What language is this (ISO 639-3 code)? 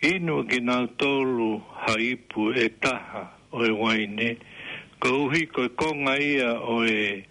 ton